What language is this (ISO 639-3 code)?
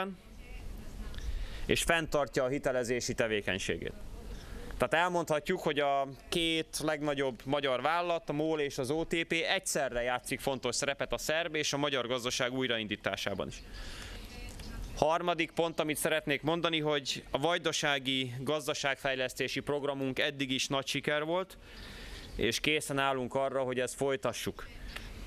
hun